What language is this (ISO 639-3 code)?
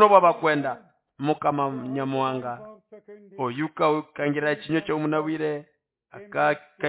nnb